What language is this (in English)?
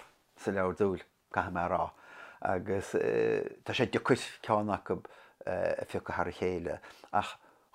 Irish